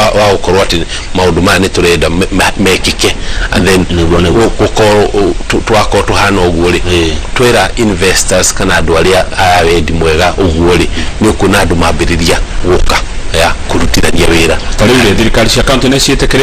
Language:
Kikuyu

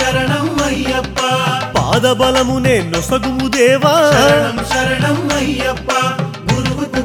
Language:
Telugu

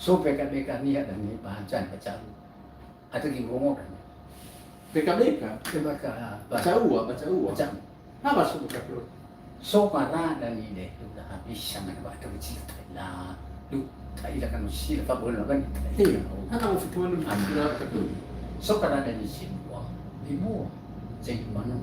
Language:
Nias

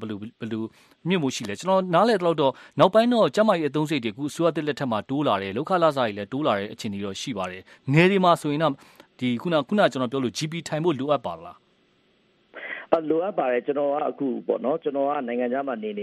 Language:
Burmese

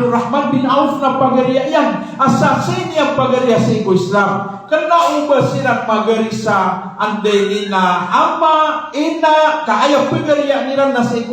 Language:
Maranao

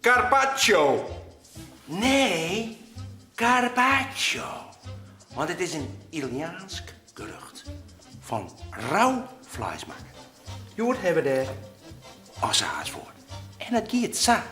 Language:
Western Frisian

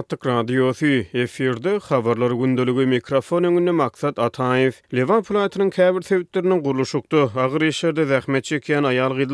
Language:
Turkmen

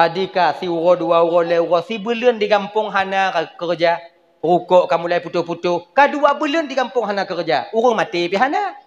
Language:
Achinese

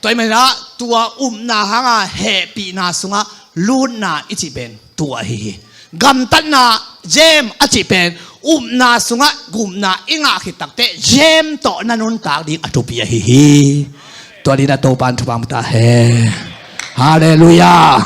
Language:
Tedim Chin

